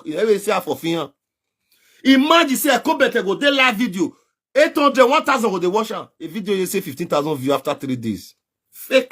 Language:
Nigerian Pidgin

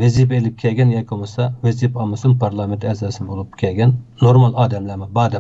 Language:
Uyghur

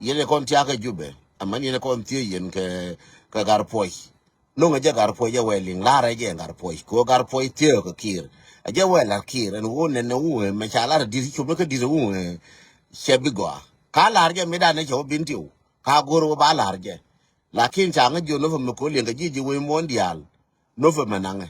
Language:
Nuer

